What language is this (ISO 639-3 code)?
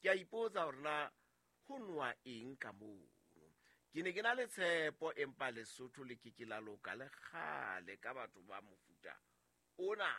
sot